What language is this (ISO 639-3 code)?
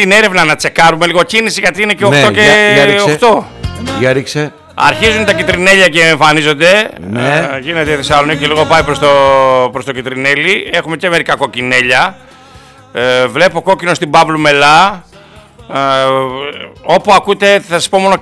ell